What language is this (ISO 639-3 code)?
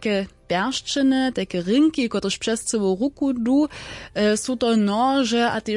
hsb